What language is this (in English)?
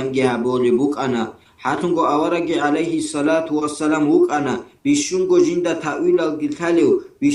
Avaric